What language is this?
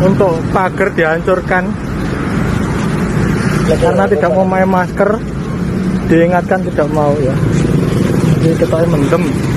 Indonesian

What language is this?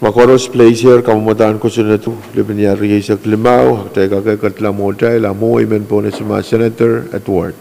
Pohnpeian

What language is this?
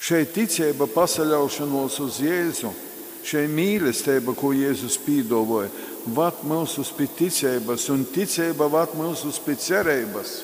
Latgalian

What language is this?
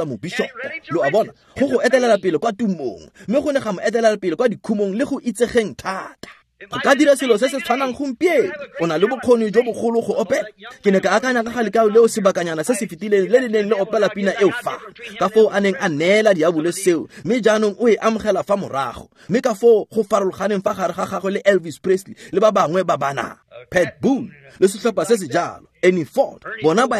Tswana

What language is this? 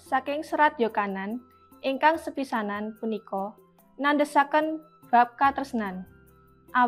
Javanese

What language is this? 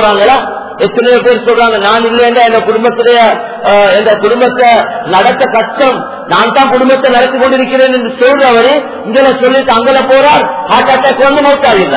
Tamil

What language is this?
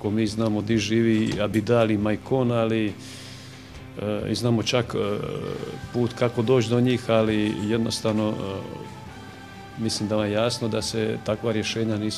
Croatian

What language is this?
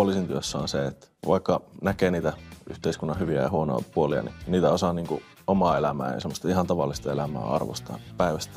Finnish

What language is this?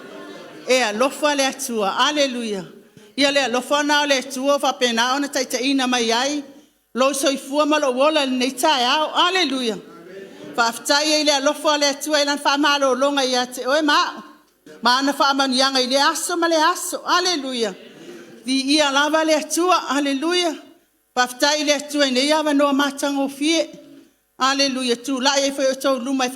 Samoan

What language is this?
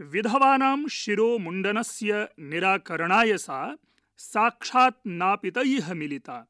Sanskrit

